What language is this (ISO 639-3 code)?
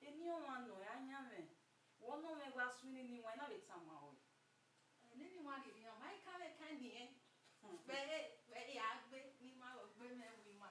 bin